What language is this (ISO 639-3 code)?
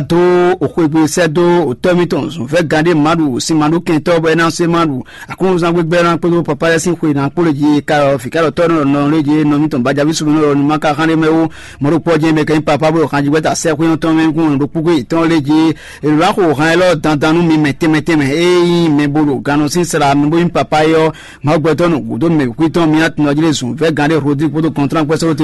fon